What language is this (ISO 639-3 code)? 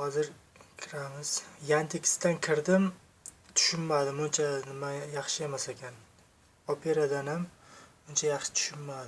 uzb